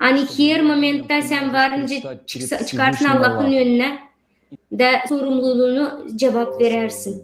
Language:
Gagauz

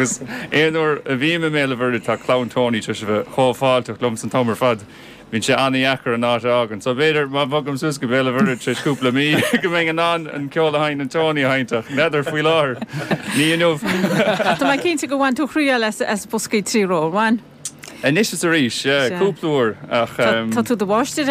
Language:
Irish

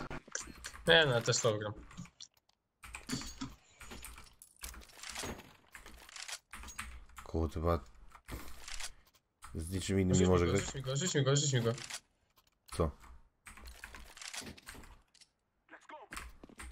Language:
Polish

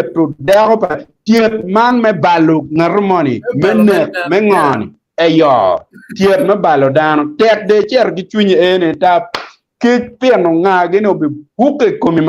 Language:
Acoli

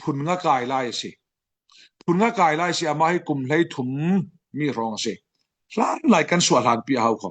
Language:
Falam Chin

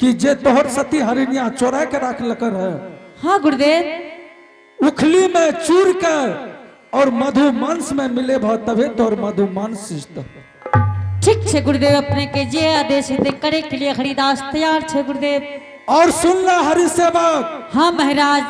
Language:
Angika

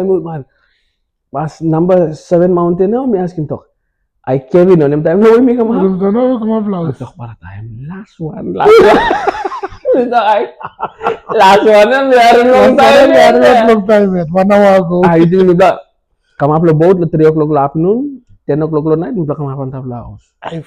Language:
Tok Pisin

